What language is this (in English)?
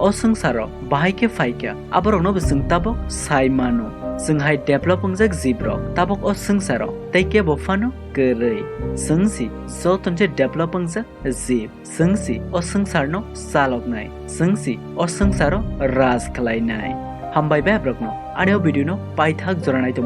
Kok Borok